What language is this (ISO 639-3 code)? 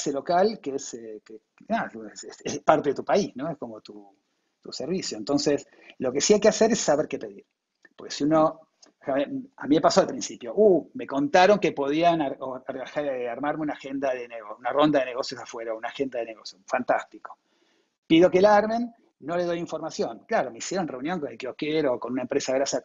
spa